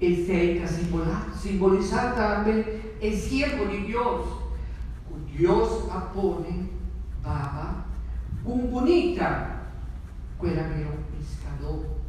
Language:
Papiamento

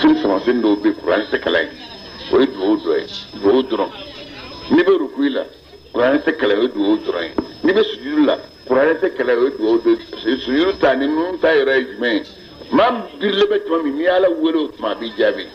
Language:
Bambara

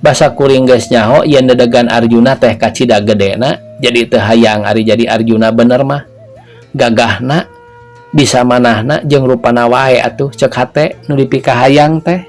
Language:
Sundanese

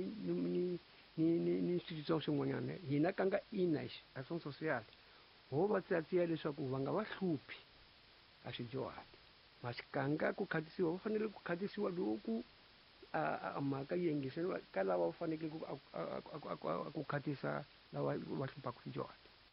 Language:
Tsonga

